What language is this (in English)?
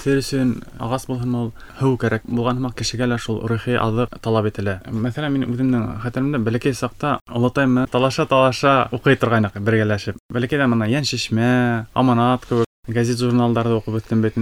Bashkir